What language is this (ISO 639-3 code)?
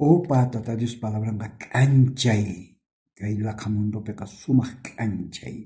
quh